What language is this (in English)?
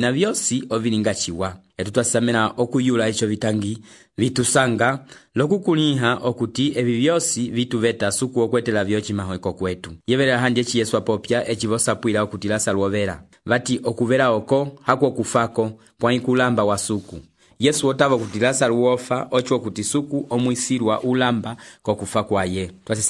Umbundu